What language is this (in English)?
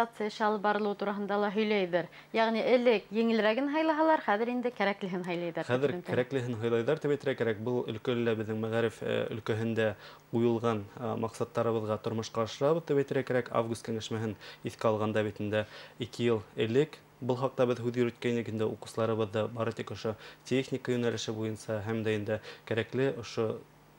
Bashkir